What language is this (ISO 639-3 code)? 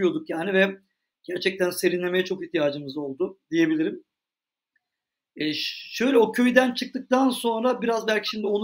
tur